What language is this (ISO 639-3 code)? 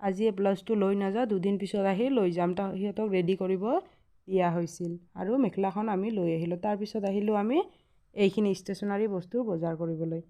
asm